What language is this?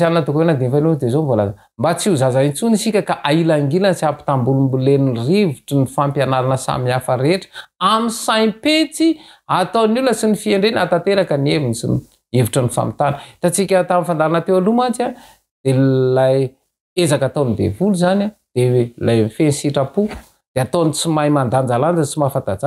Malagasy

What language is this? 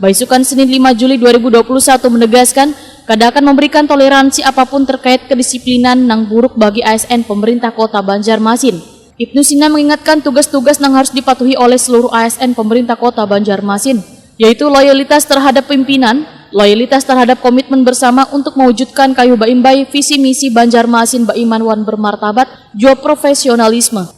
Banjar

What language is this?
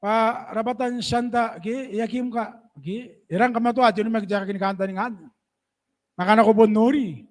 Gilbertese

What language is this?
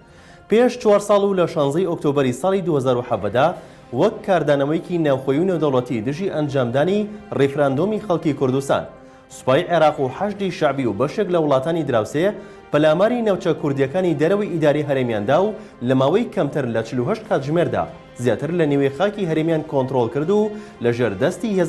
Central Kurdish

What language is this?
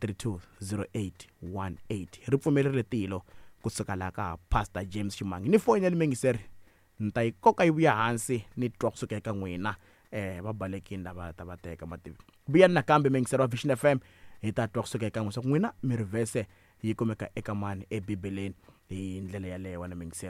Tsonga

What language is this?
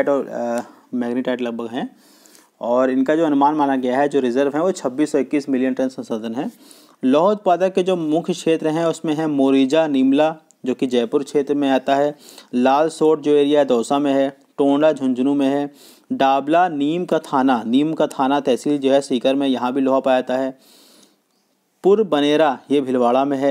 Hindi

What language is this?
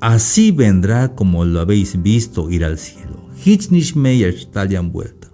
Tzeltal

